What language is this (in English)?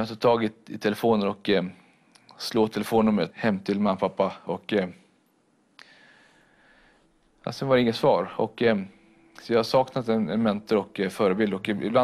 Swedish